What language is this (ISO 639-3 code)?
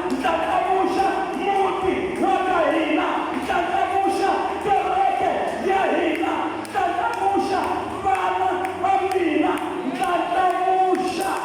tso